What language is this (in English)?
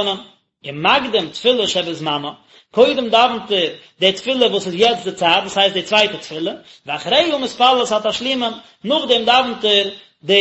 Yiddish